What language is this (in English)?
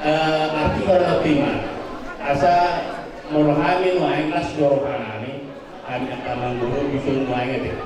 Batak Toba